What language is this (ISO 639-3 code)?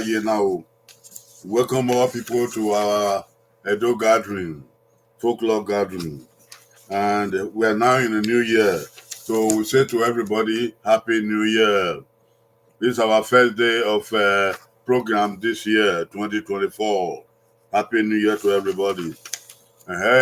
bin